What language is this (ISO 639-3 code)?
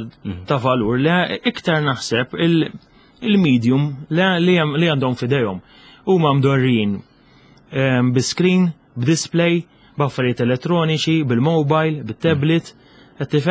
mlt